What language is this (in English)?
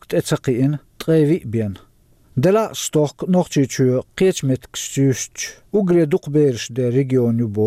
Chechen